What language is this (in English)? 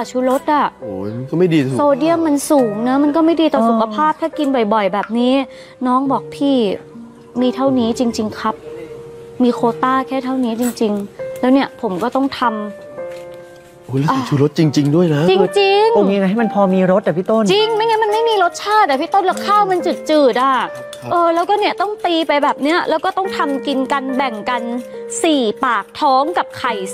Thai